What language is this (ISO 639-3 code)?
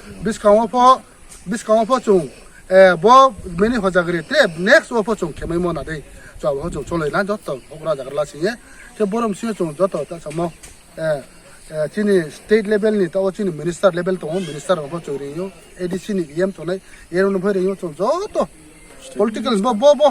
ria